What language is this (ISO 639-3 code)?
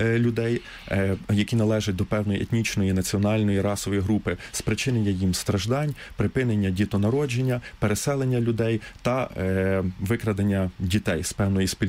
ukr